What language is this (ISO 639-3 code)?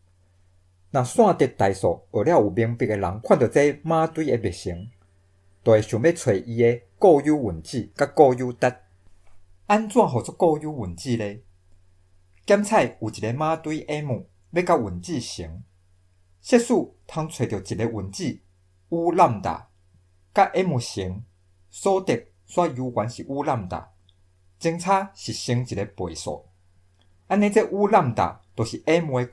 nan